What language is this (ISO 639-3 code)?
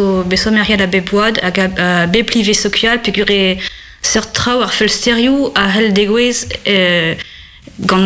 bre